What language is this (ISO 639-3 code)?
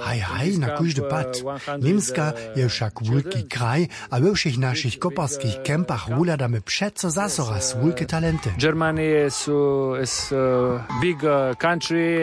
hsb